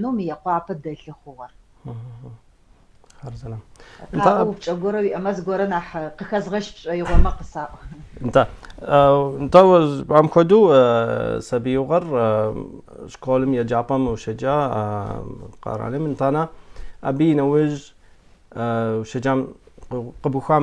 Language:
Adyghe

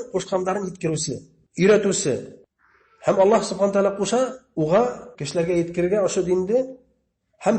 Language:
Bashkir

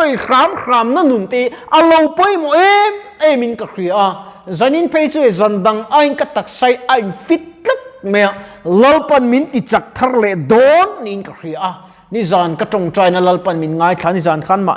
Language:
Mizo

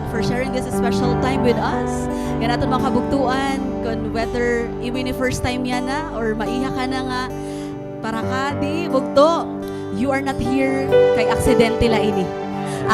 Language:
Waray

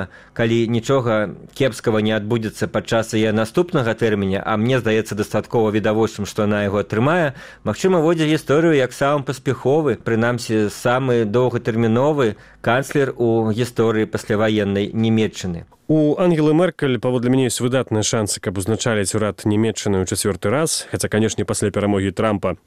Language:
Belarusian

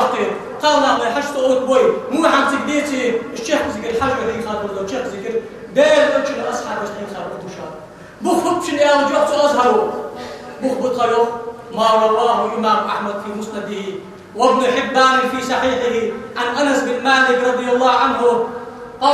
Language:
Ingush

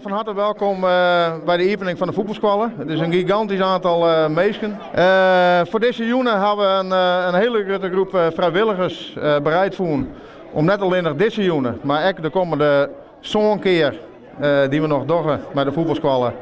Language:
Western Frisian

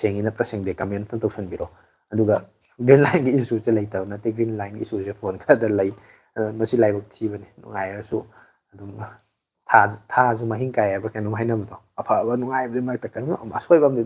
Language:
Manipuri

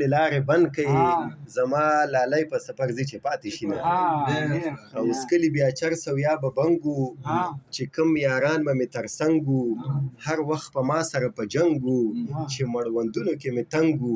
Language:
Pashto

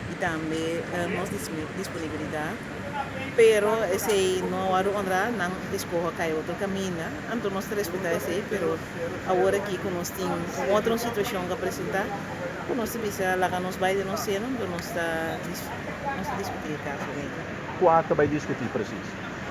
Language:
Papiamento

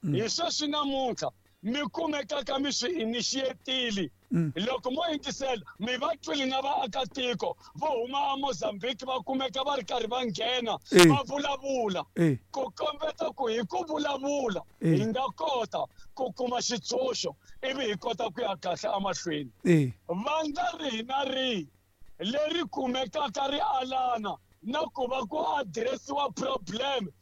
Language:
Tsonga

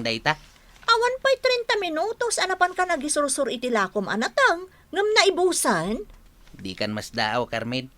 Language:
Iloko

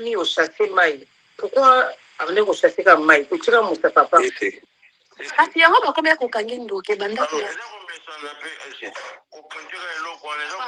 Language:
Lingala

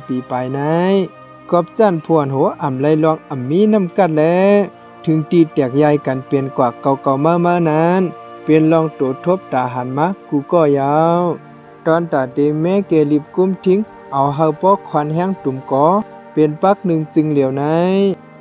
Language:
Shan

